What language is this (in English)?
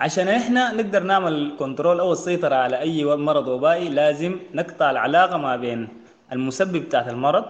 Sudanese Arabic